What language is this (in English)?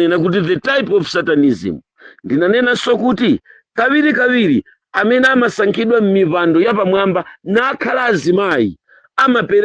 Nyanja